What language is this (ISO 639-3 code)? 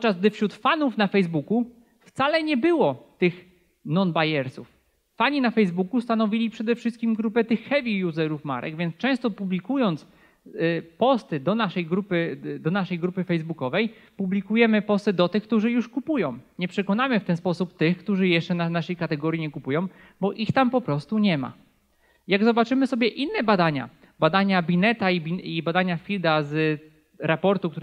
pol